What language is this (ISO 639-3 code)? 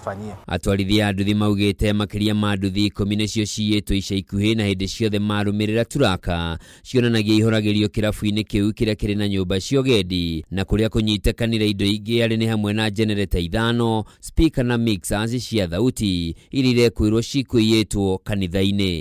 kik